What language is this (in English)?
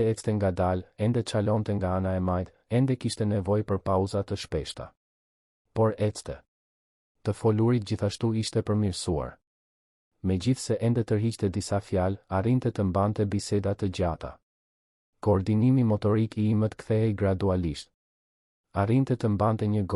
Albanian